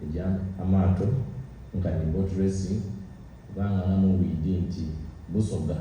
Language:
Soga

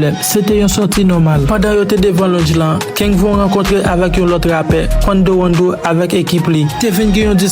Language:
Haitian Creole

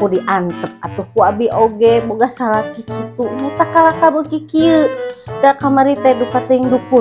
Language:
Sundanese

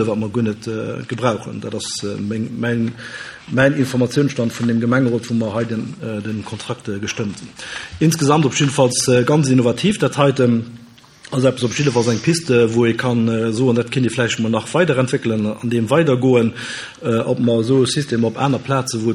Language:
Luxembourgish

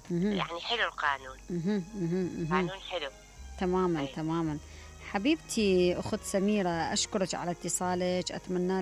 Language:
Mesopotamian Arabic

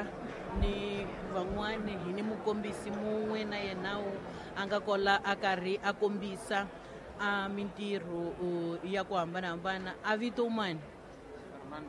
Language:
Tsonga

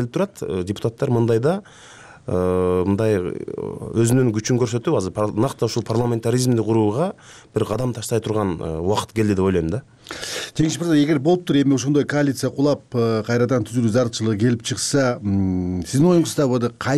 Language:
Kyrgyz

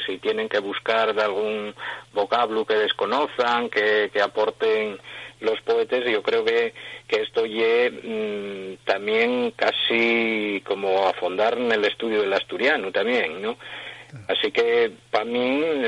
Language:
Asturian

